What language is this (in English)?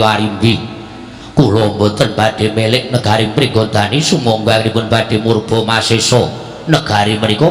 Javanese